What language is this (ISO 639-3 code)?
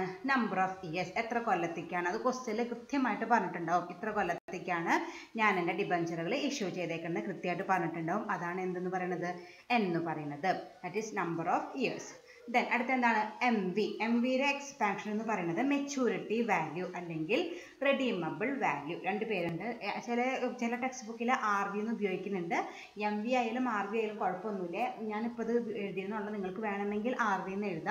mal